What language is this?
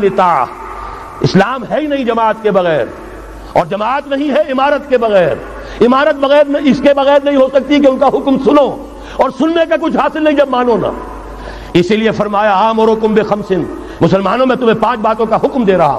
Urdu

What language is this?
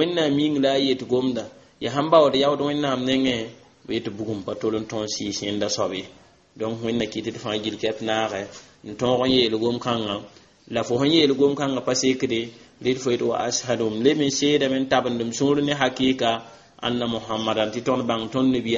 Mossi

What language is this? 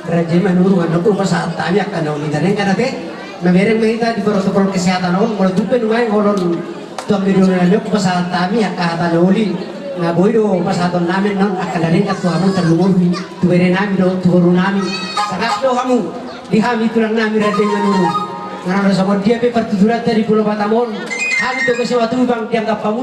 Batak Toba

